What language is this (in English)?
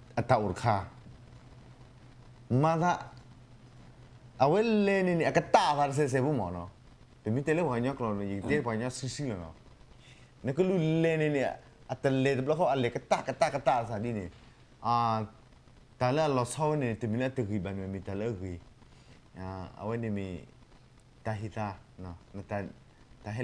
S'gaw Karen